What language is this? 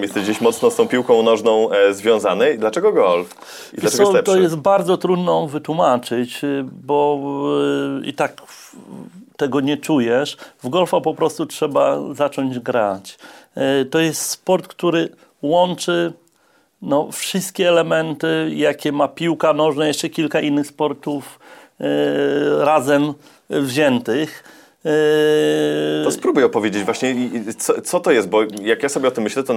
Polish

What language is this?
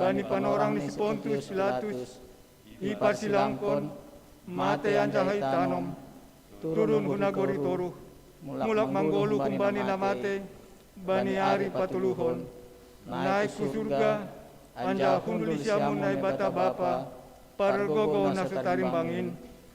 Batak Simalungun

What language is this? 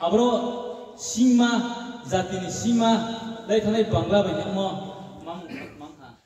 Riang (India)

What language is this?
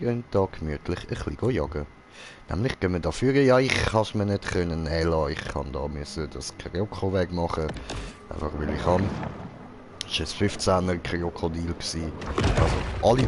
Swiss German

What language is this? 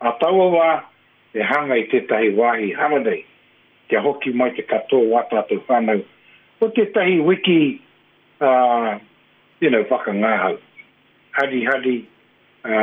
Māori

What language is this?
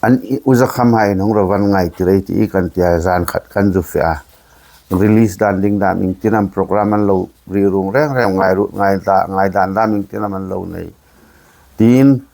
Hmar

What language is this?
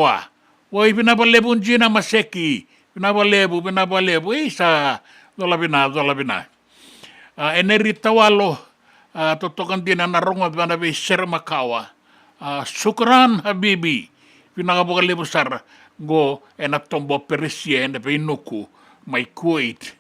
Fijian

